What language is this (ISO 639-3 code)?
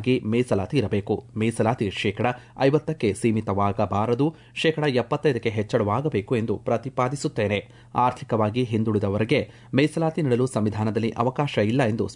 kan